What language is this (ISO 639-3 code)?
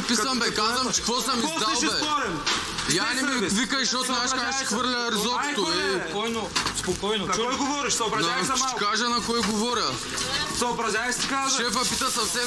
bul